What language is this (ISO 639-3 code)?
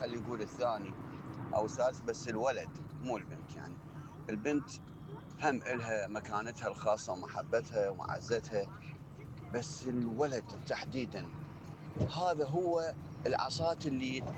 acm